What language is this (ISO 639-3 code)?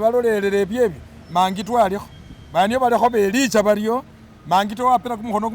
myx